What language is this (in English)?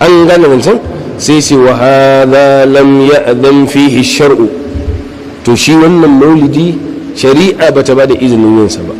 Hausa